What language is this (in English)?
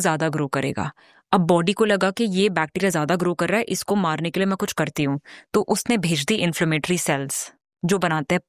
Hindi